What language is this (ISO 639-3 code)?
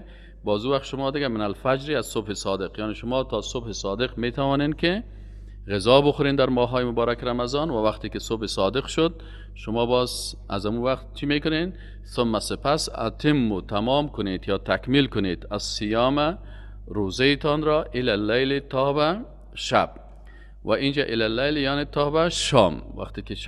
fas